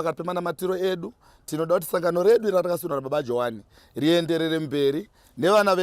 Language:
Shona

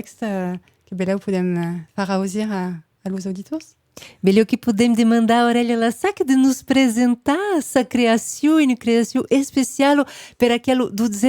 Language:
Occitan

